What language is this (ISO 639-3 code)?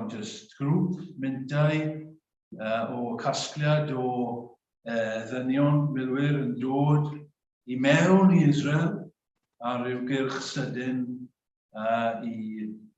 cym